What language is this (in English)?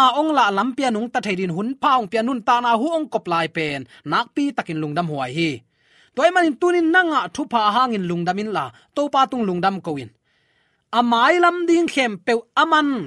Tedim Chin